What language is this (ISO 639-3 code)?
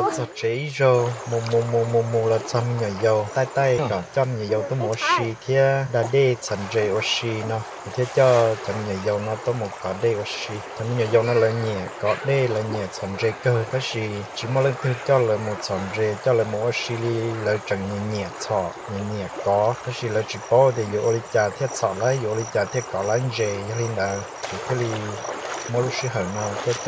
hmn